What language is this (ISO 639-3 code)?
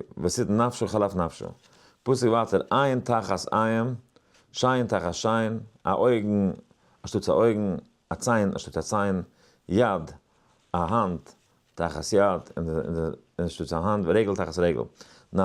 yid